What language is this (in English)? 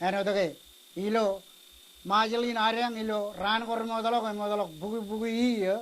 Marshallese